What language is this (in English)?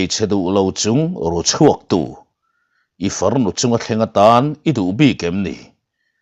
Mizo